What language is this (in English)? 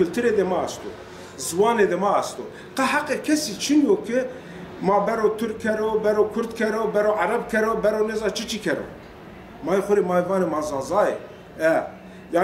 Zaza